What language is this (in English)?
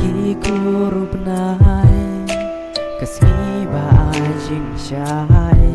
Khasi